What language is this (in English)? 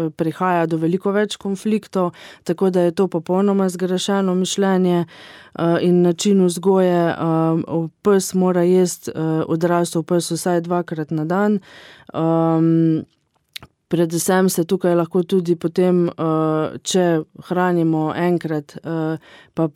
Slovenian